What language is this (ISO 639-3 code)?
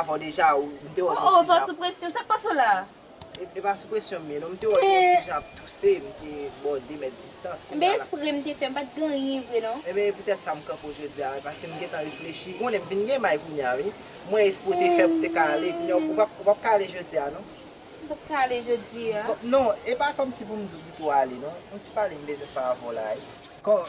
hat